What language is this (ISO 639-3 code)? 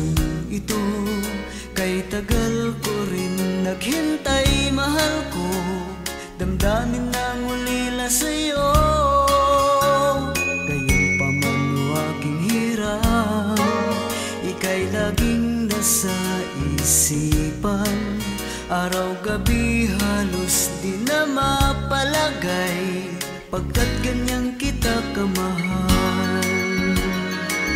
fil